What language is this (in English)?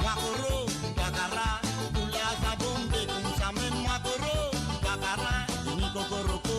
Morisyen